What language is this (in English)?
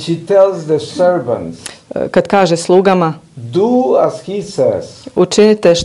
Croatian